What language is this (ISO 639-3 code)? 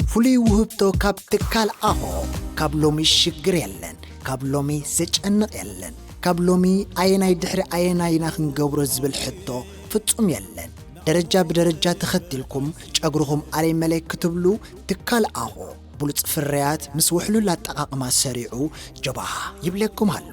tir